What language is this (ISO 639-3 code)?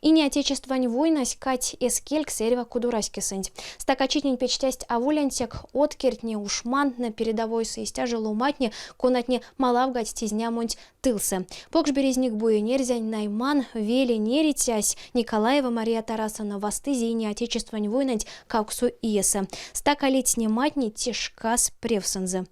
myv